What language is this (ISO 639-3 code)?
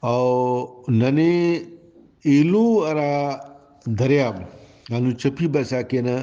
brh